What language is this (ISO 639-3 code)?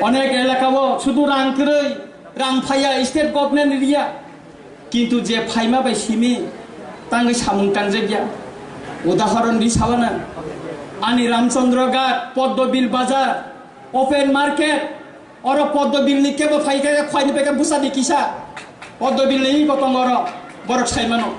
trp